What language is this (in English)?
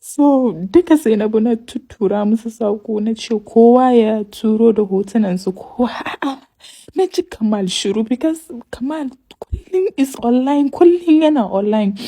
Hausa